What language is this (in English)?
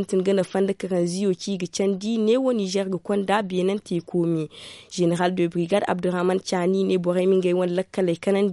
Zarma